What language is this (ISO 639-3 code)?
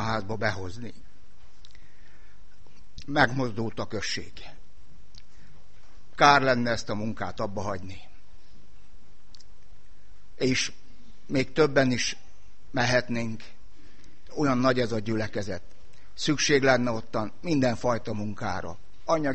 hun